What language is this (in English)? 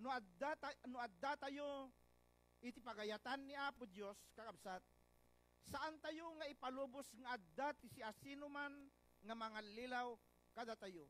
Iloko